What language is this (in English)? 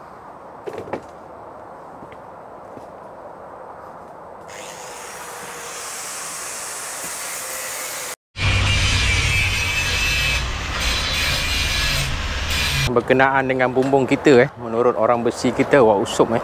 Malay